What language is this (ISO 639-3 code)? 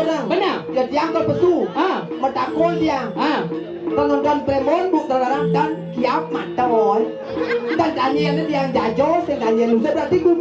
ban